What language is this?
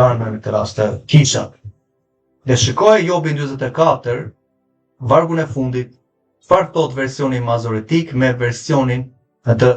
Albanian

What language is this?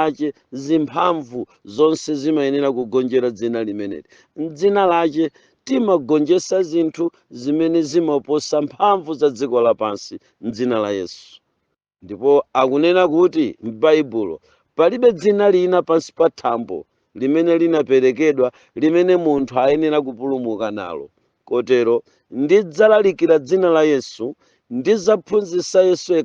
Nyanja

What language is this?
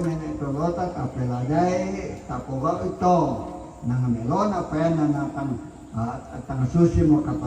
Toraja-Sa'dan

